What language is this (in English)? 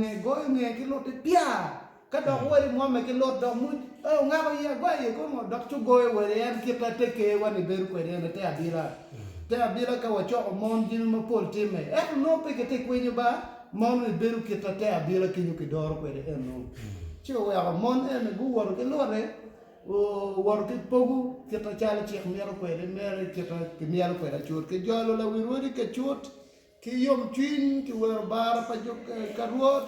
Acoli